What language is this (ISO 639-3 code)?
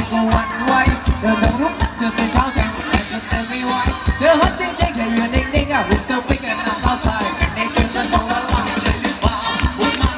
tha